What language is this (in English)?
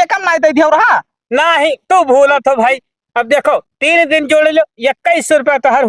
Awadhi